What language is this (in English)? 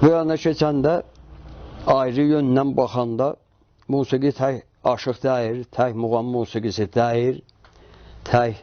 South Azerbaijani